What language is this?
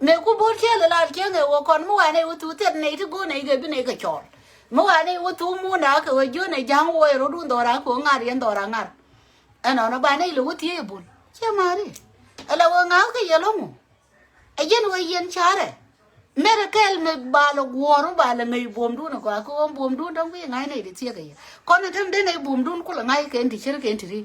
Nuer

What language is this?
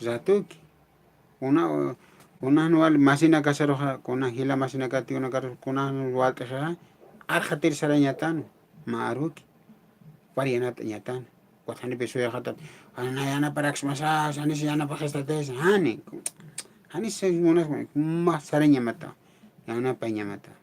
Aymara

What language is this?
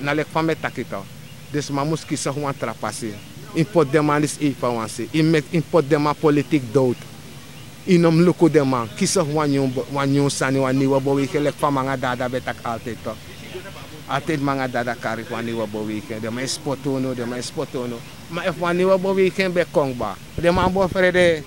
Sranan Tongo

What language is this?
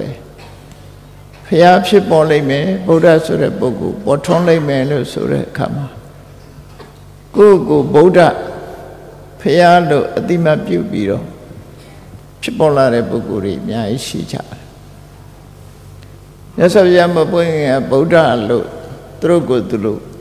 Burmese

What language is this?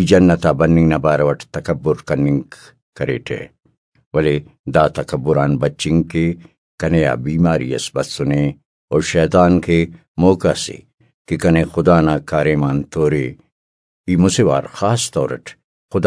Brahui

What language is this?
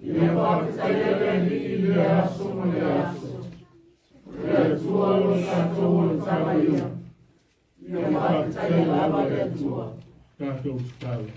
Samoan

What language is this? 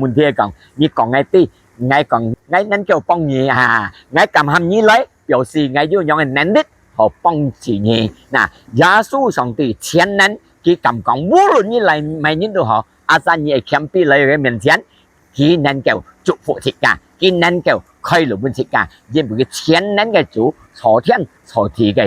Hakka Chinese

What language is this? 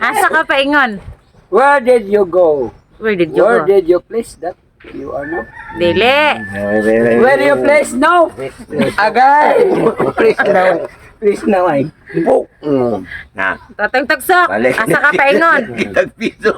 Cebuano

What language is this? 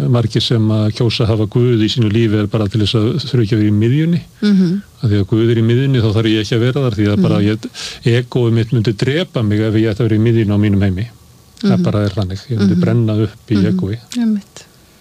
Icelandic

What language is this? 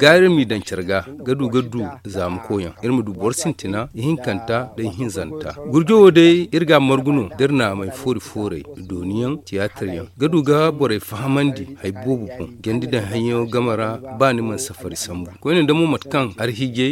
Zarma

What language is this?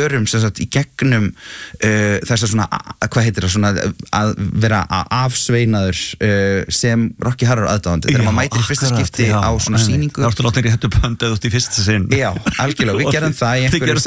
Icelandic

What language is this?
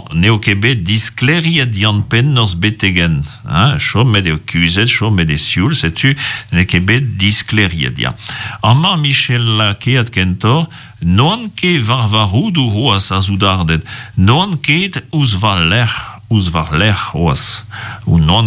Breton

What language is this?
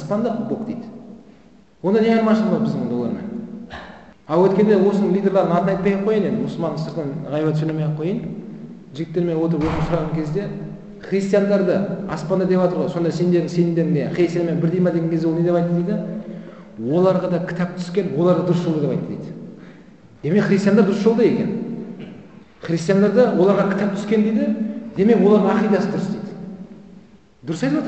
Kazakh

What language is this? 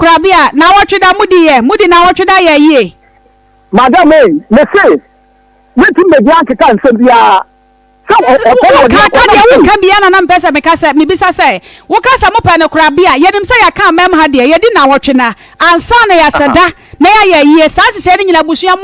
Akan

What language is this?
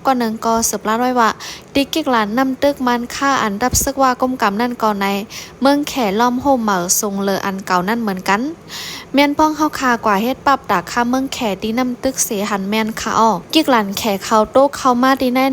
Shan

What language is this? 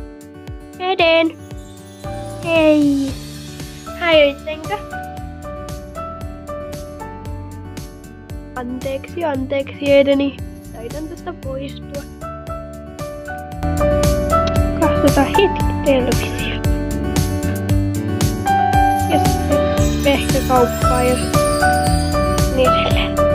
Finnish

